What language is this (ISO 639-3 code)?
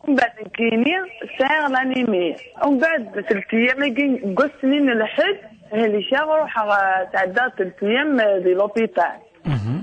kab